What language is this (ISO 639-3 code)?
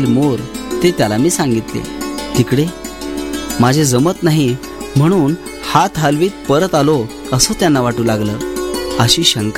mar